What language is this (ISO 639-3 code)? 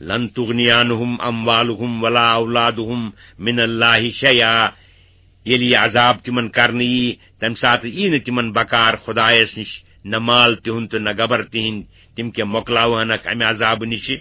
kas